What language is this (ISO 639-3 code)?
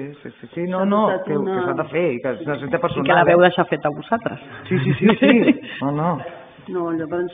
cat